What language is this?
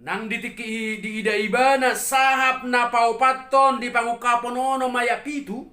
Batak Toba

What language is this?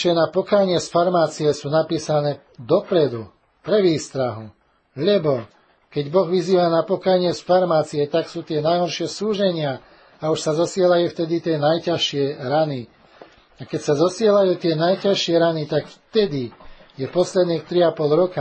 Slovak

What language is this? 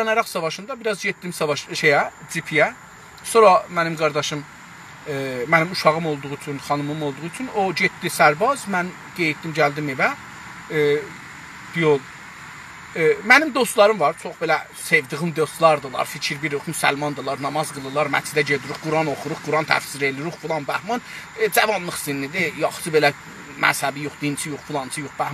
South Azerbaijani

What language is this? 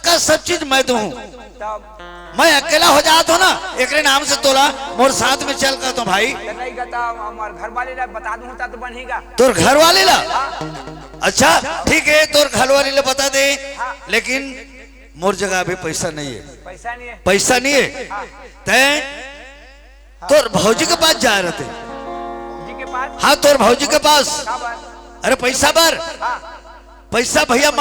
Chhattisgarhi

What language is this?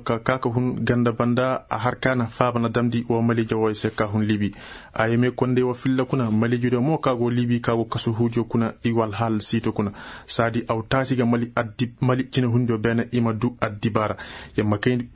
Koyraboro Senni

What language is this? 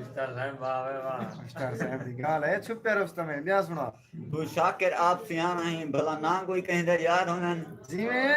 Saraiki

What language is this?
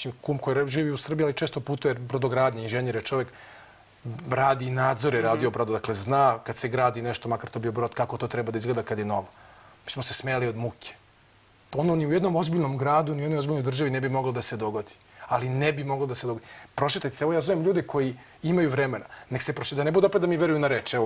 Serbian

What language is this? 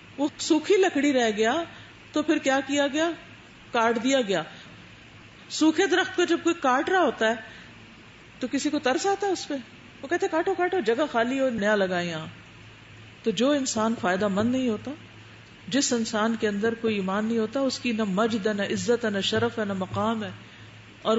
Urdu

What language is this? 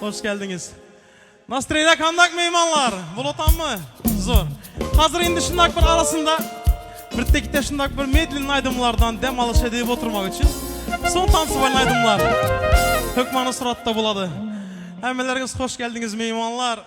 Turkmen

